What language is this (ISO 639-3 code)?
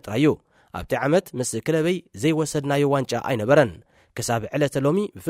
tir